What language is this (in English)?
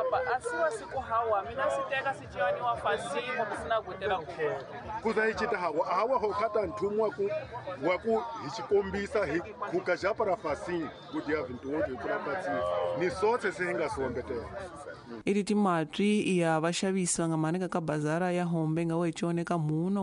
Tsonga